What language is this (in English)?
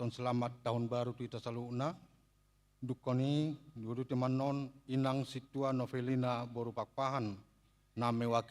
Batak Toba